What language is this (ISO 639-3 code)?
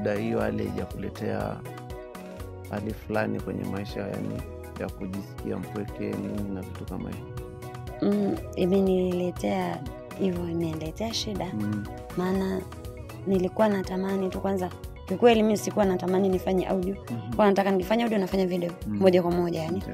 swa